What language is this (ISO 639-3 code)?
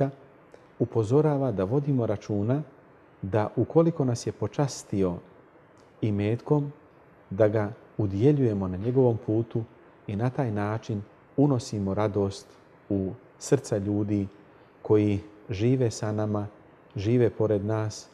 bos